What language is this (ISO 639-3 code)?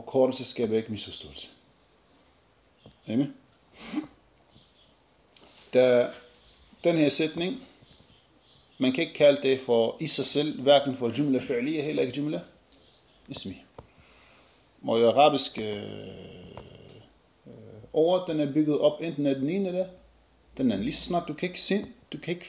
dan